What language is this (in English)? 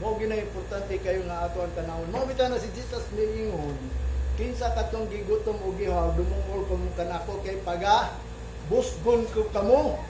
Cebuano